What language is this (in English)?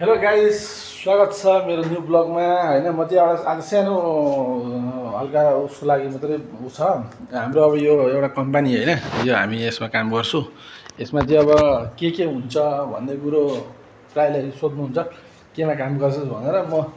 Nepali